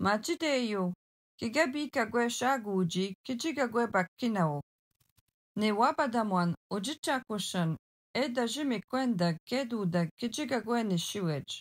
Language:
Algonquin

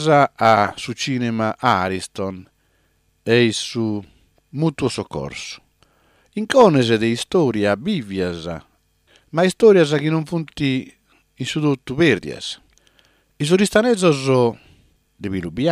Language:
Sardinian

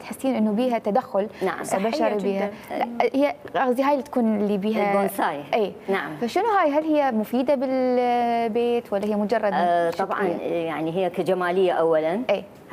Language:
Mesopotamian Arabic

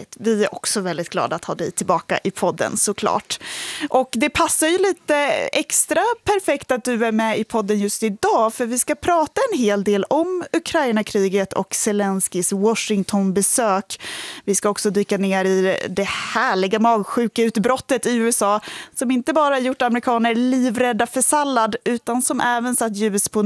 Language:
Swedish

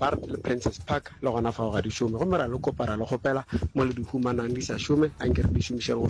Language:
Northern Sotho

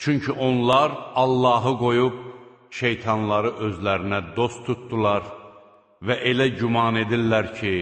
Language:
Azerbaijani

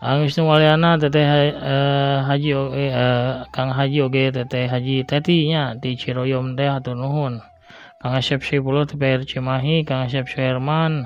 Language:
Sundanese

